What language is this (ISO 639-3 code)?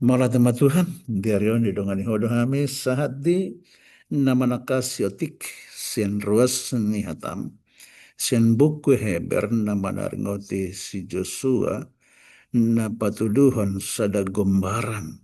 bbc